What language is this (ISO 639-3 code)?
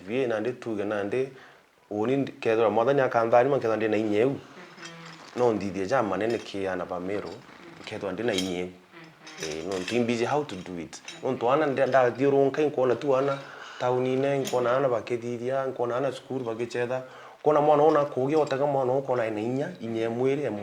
mer